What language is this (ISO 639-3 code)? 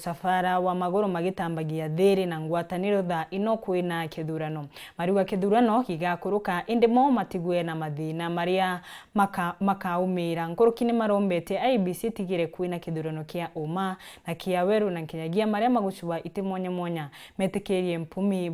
mer